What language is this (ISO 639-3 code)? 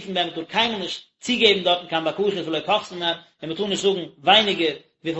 yid